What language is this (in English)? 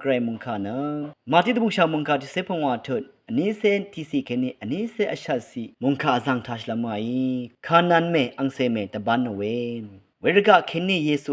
Rawang